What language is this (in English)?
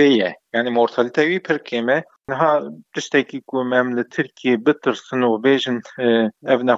Kurdish